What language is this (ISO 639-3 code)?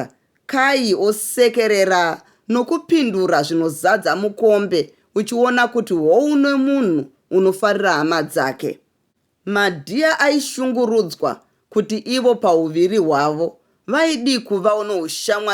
sna